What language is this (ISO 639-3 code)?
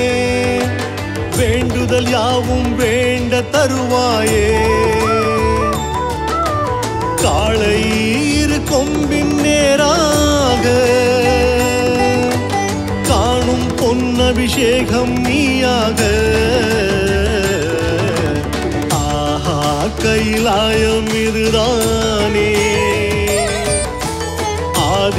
tam